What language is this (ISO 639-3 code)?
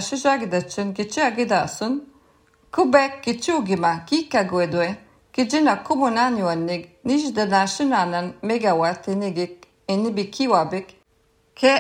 lav